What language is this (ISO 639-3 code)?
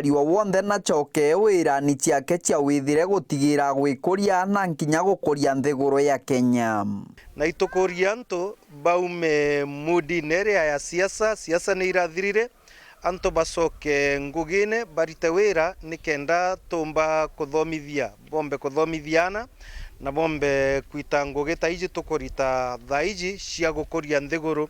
mer